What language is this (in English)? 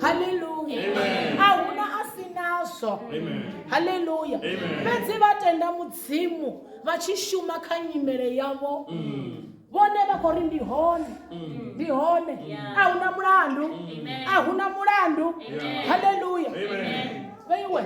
Venda